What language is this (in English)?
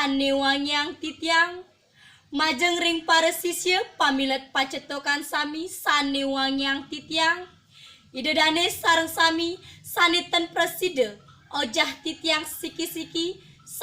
Balinese